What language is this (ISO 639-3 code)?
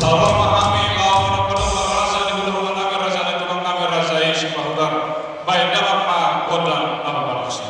bbc